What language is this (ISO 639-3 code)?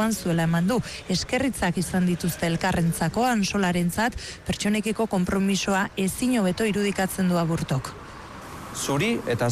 eus